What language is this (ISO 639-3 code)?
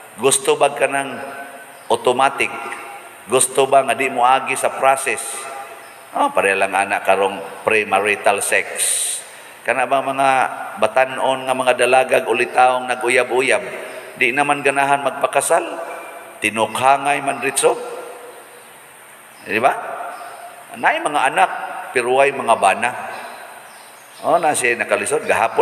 ceb